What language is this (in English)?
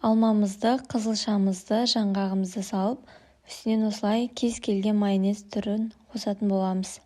Kazakh